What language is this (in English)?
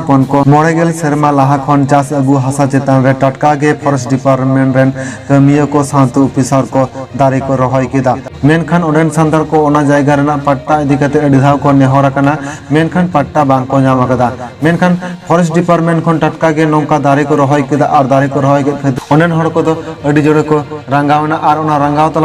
Santali